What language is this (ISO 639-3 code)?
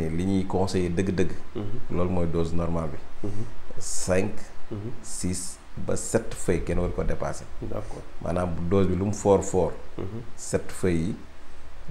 wol